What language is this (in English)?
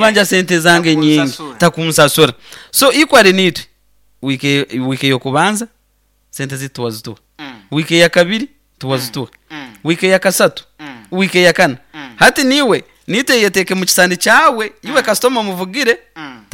Nyoro